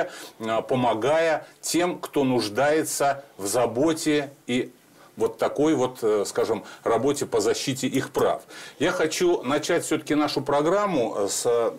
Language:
Russian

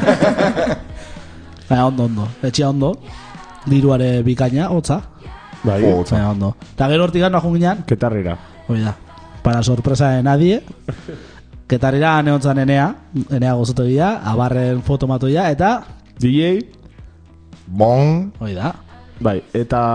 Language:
Basque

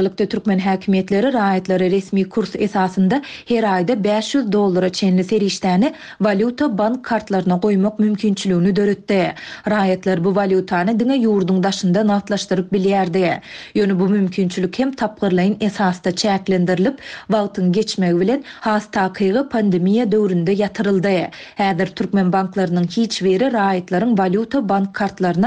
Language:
Turkmen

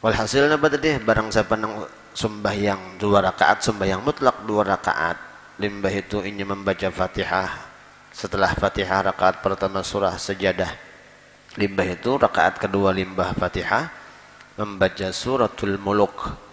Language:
Banjar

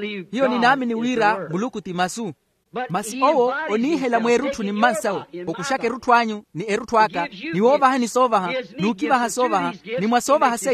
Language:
Makhuwa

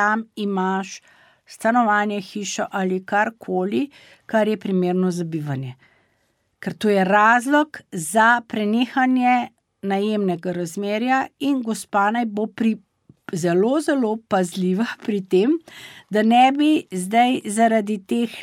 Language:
Slovenian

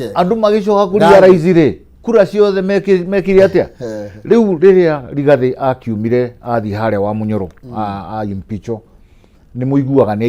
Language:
Kikuyu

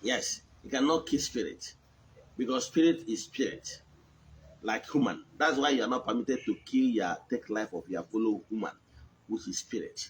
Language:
Igbo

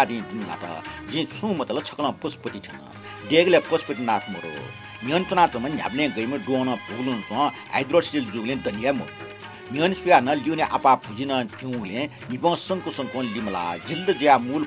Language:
Newari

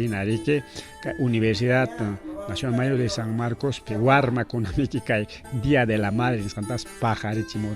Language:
Ayacucho Quechua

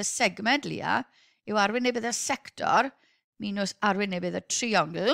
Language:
Welsh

